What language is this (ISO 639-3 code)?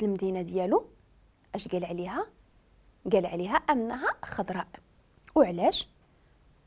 ary